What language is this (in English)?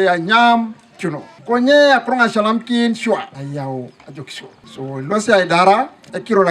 Teso